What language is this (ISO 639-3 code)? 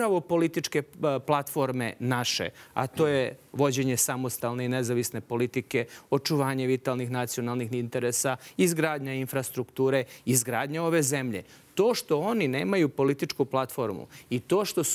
srp